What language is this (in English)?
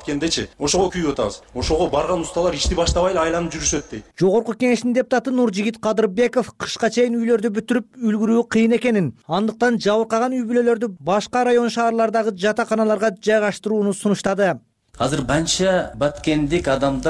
Kyrgyz